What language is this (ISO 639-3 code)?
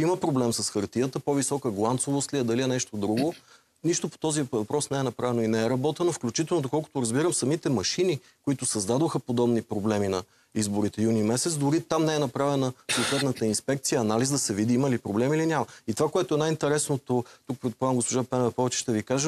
bul